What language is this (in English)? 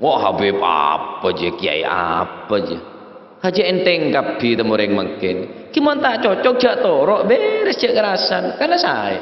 Madurese